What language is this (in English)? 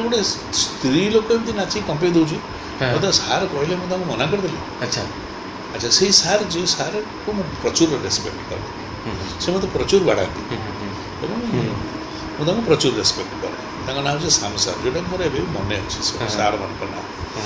Odia